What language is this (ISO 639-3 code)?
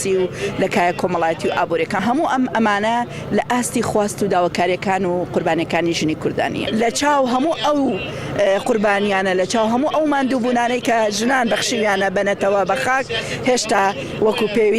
ckb